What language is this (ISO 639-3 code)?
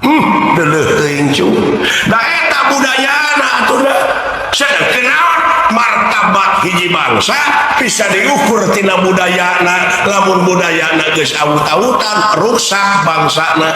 sun